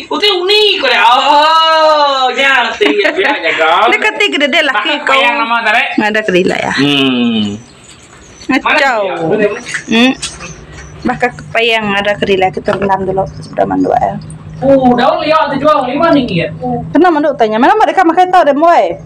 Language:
Iban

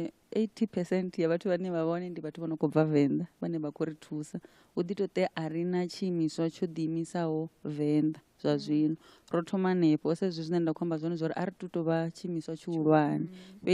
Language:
Venda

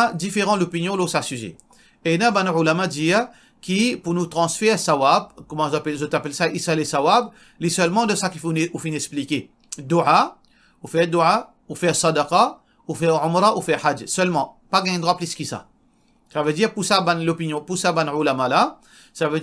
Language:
Morisyen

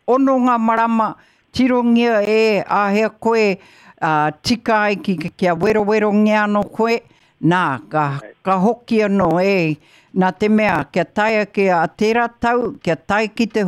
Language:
Māori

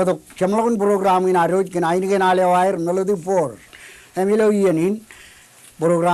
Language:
Marshallese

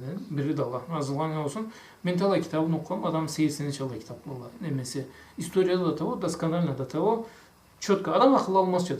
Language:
Karachay-Balkar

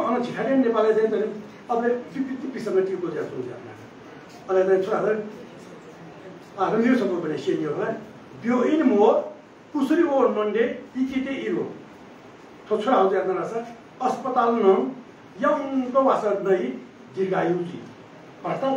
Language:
Newari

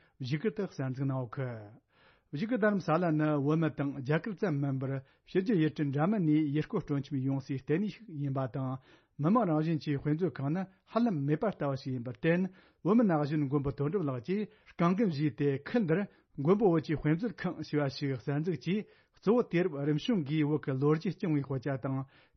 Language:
Tibetan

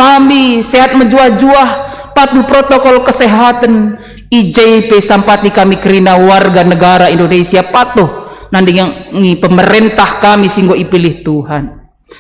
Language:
Batak Karo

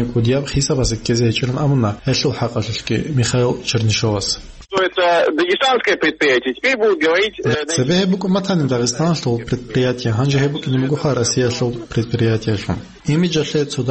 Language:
Avaric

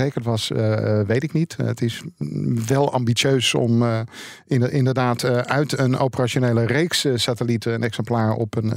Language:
Dutch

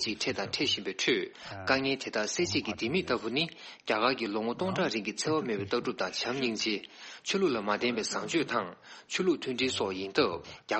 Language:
Tibetan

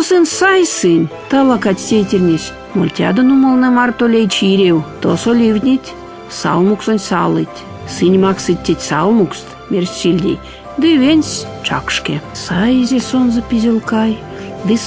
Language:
Erzya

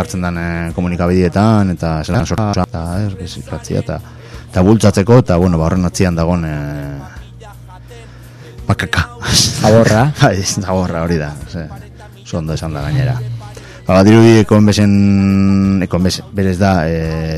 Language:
Basque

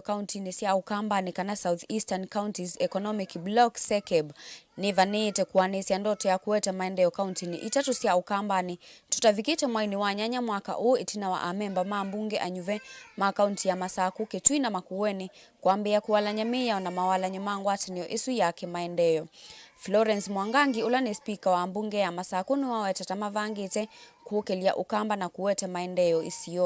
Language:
Kamba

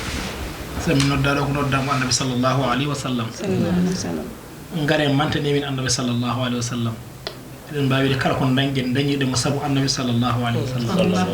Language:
Fula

